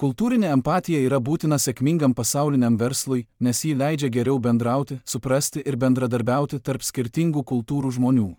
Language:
Lithuanian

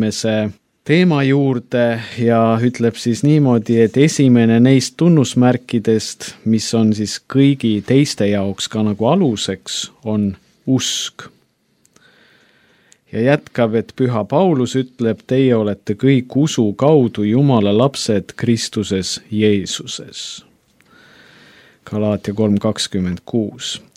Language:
Estonian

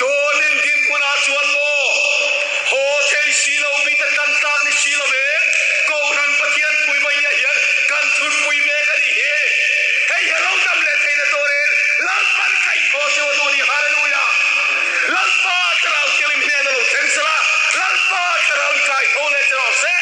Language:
Mizo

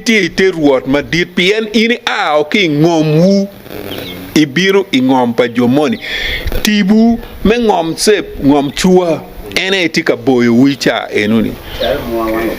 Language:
Acoli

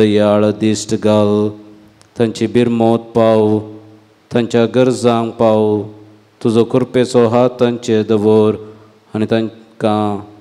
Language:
Konkani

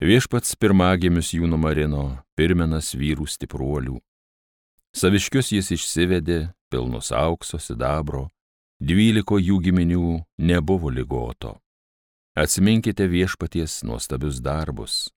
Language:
Lithuanian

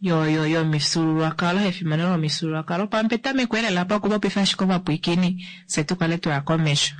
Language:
Kuanyama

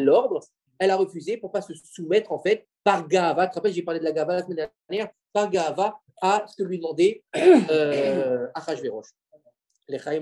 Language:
French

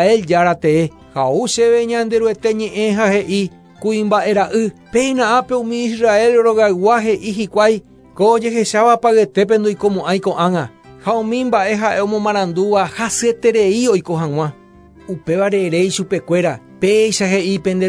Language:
Guarani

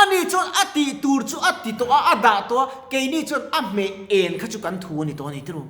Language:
Mizo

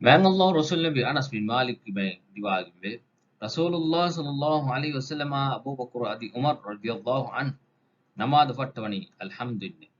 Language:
Divehi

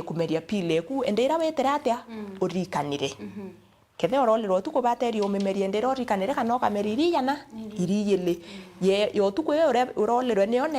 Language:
Meru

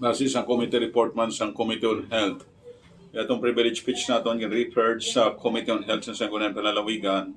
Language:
Hiligaynon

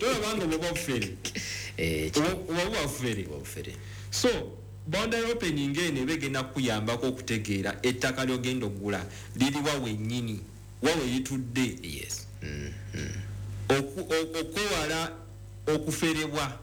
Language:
Ganda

